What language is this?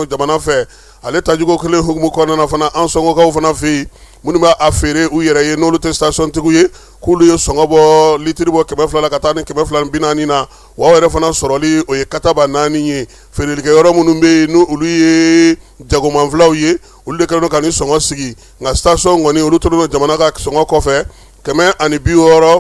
Bambara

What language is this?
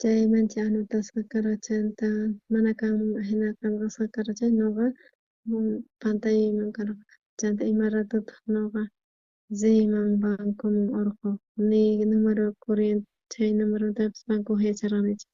South Bolivian Quechua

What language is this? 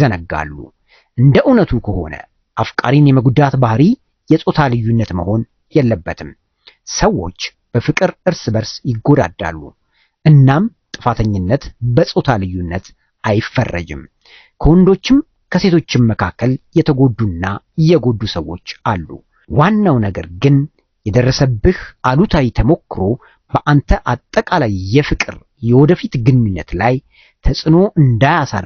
Amharic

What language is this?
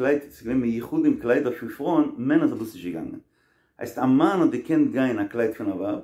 Yiddish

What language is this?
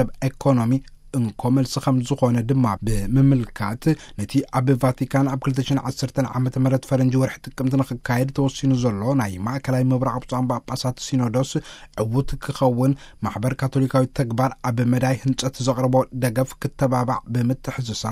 Tigrinya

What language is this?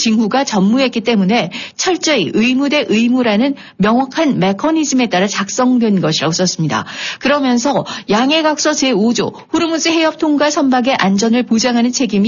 Korean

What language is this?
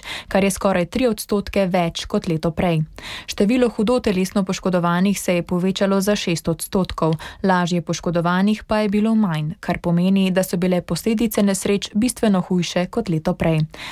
Slovenian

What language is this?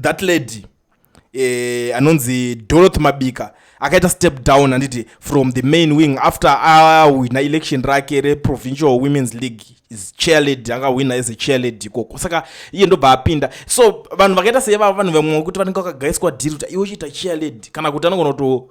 Shona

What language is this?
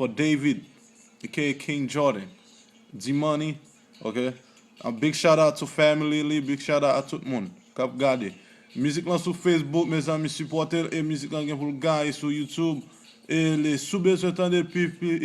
Haitian Creole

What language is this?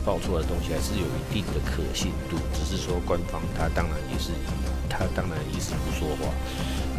Chinese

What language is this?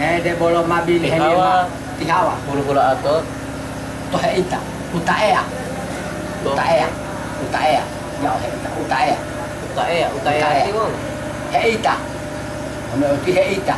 Gorontalo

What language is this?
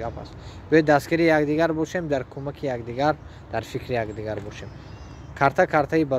Tajik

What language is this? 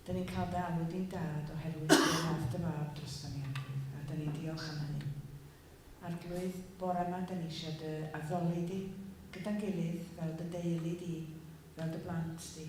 Welsh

